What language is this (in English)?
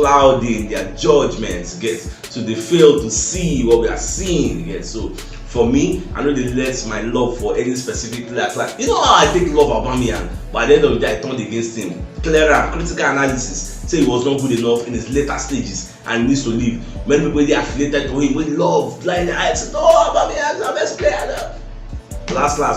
Nigerian Pidgin